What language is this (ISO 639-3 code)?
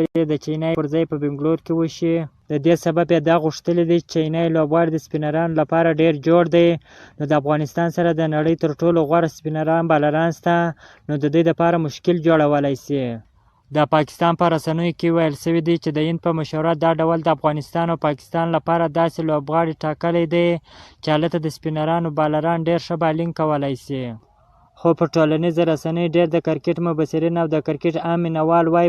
pus